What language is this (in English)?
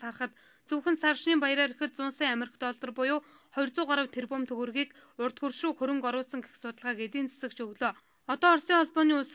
Mongolian